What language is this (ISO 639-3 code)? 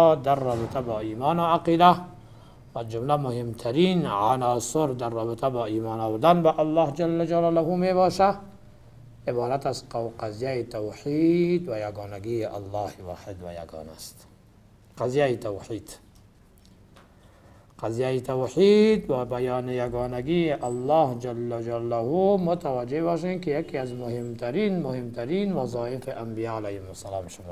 fas